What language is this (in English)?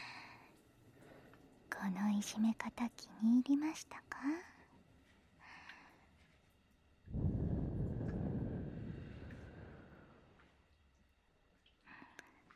Japanese